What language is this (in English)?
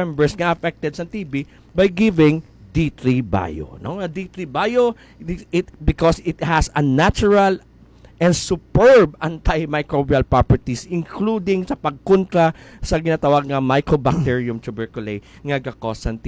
Hiligaynon